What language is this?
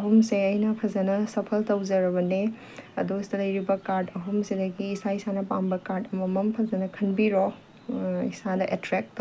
Manipuri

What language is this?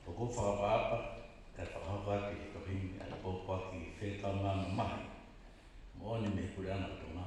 Tongan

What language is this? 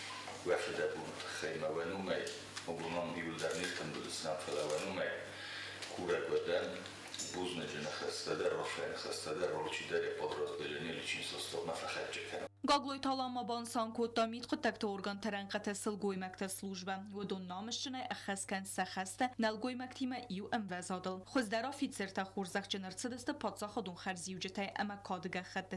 Ossetic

